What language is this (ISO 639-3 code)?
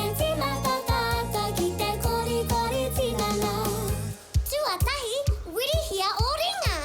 mri